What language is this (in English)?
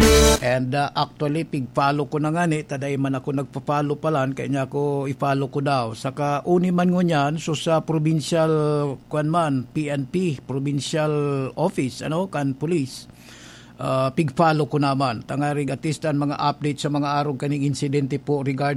Bikol